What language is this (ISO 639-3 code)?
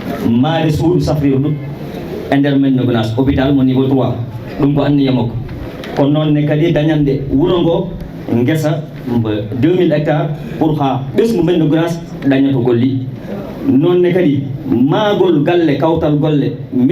ful